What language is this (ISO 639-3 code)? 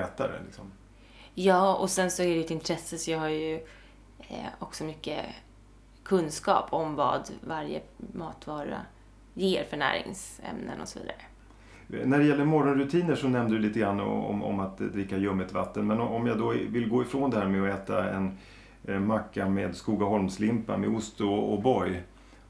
swe